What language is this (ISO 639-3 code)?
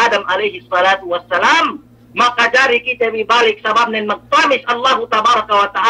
yka